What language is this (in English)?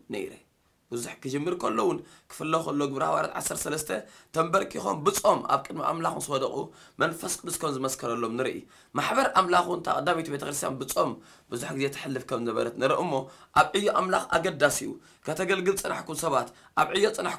Tigrinya